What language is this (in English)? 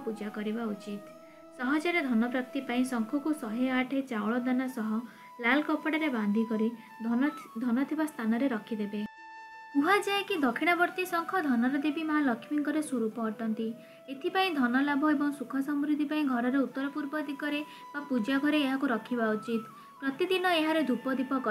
Odia